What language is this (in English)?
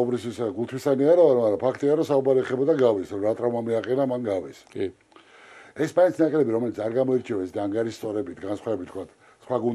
Georgian